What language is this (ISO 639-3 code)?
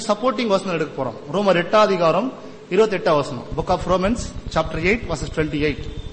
tam